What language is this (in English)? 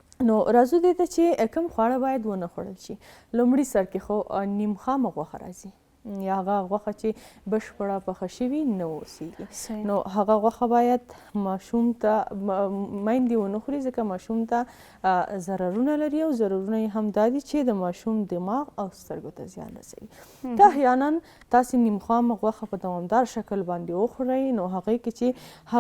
Pashto